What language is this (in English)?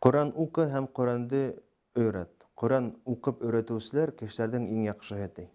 Bashkir